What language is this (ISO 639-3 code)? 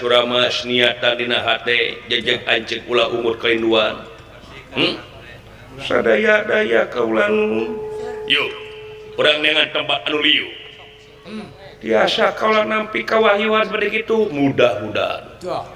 sun